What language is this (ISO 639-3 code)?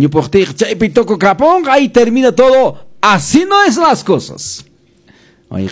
que